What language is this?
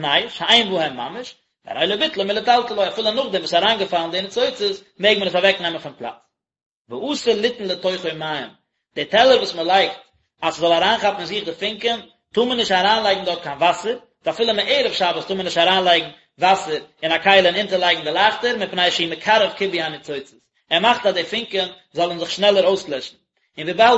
Yiddish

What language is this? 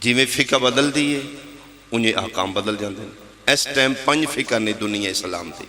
Pahari-Potwari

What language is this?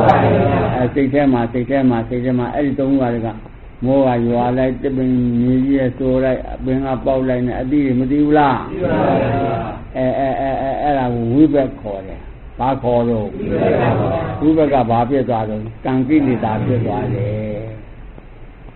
Burmese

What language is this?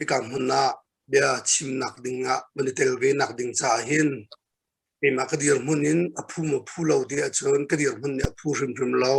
Hakha Chin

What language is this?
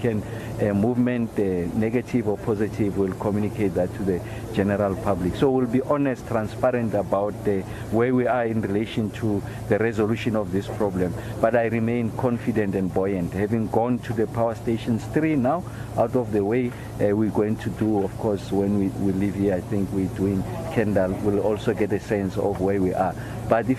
English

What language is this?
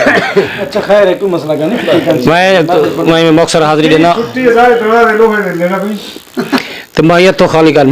Saraiki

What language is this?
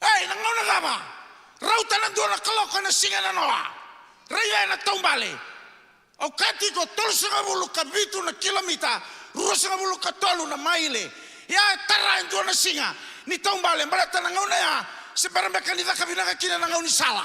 Fijian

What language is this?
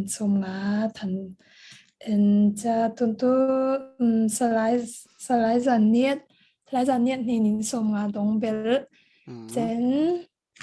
Falam Chin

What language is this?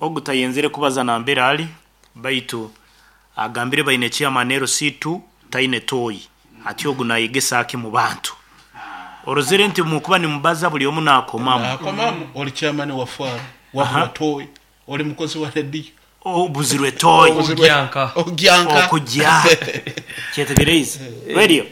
Nyoro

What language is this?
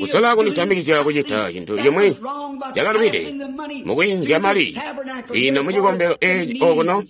Tonga (Zambia)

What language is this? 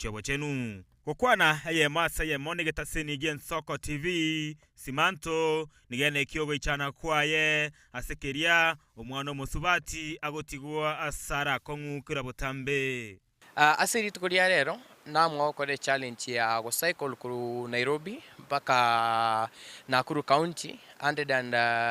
Gusii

